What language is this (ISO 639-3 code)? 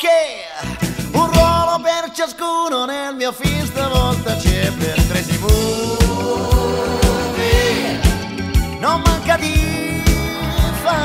ita